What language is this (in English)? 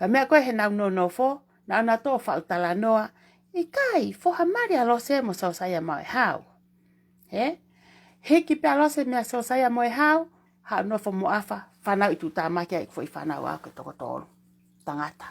Tongan